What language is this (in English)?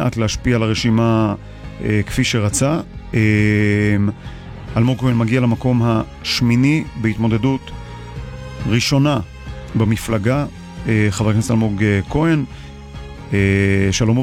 Hebrew